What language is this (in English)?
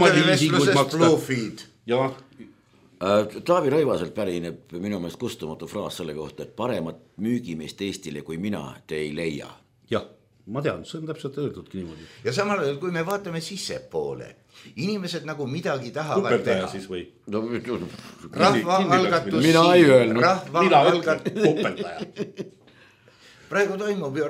Estonian